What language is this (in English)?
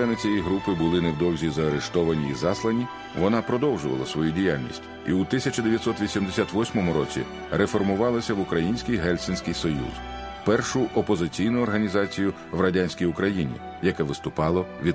Ukrainian